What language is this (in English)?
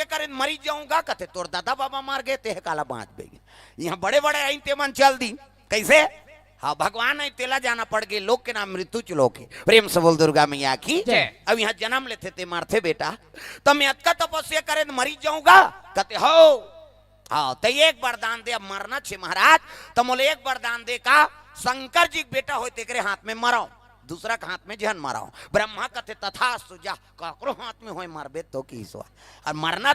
Chhattisgarhi